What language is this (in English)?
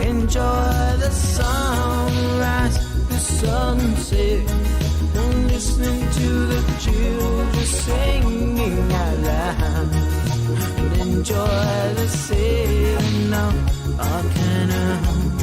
Pohnpeian